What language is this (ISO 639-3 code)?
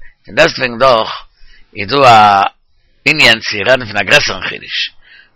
yid